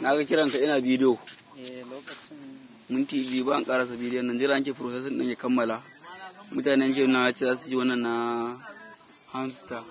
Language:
Hausa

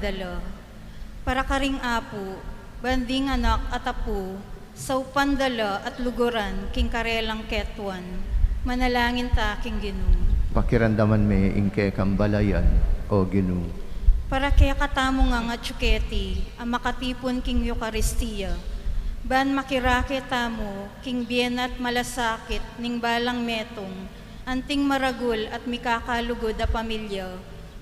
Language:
Pampanga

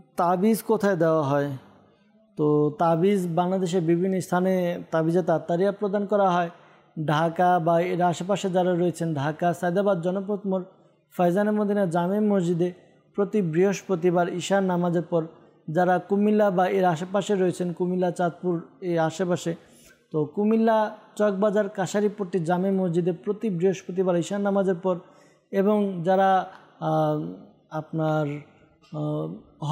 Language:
Bangla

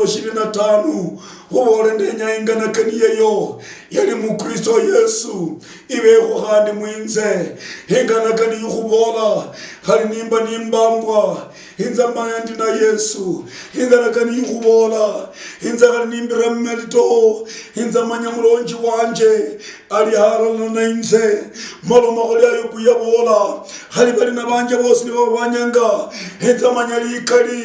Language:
Luyia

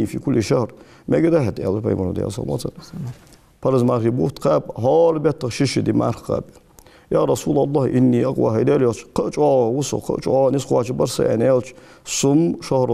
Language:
Ingush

